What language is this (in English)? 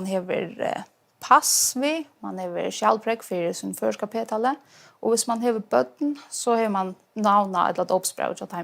Faroese